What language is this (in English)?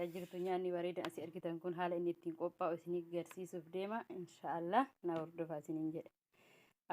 Oromo